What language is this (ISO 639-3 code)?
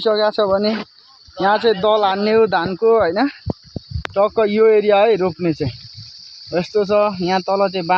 nep